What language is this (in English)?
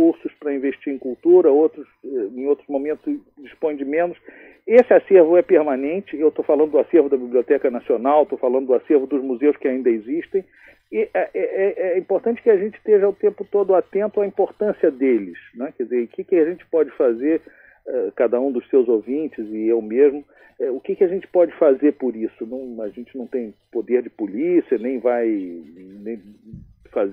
Portuguese